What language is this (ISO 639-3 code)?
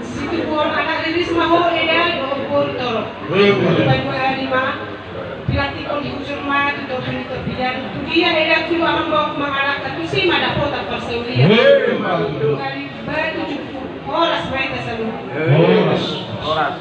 bbc